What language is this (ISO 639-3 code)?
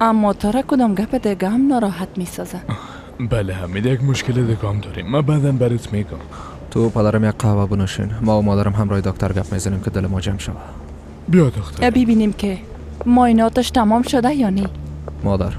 fas